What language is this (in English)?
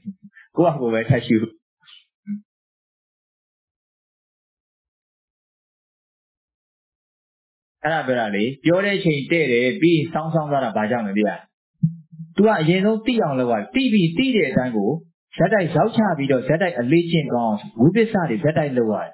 Burmese